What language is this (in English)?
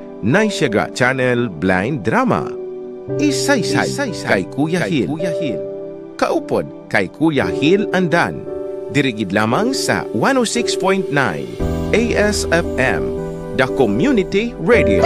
Hiligaynon